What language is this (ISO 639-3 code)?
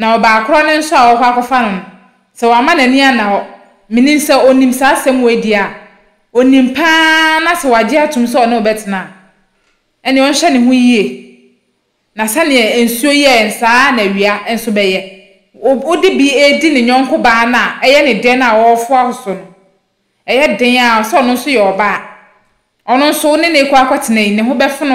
aka